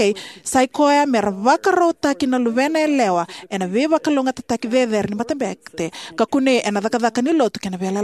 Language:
Fijian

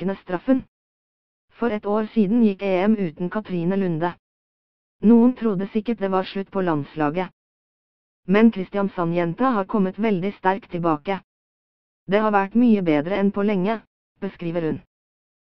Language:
Norwegian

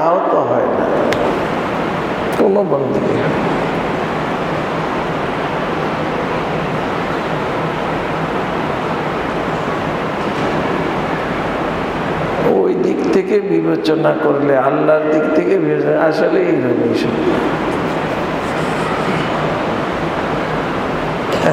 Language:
Bangla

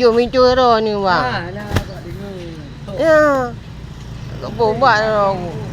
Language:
Achinese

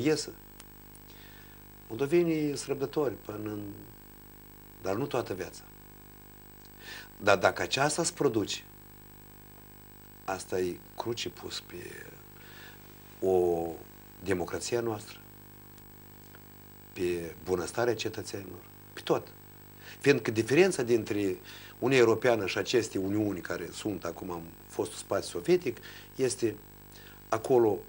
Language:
Romanian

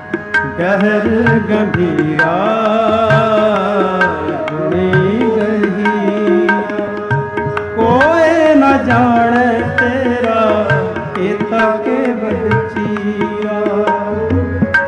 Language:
Punjabi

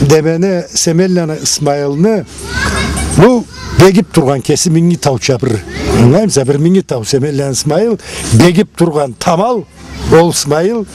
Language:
Karachay-Balkar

